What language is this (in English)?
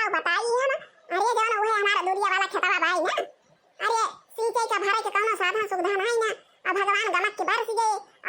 Awadhi